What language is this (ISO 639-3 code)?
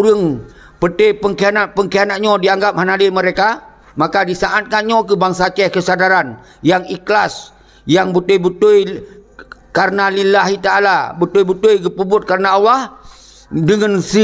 ace